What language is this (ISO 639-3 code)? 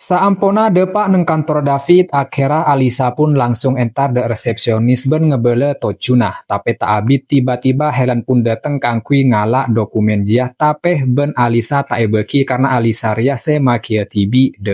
mad